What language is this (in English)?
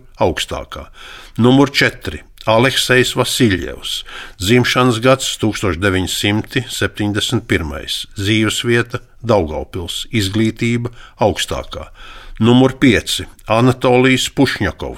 Latvian